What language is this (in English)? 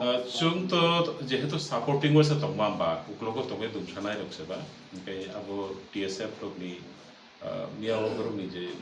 Kok Borok